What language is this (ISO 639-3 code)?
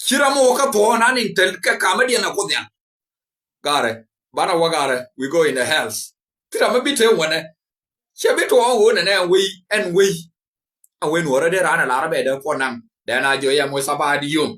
nus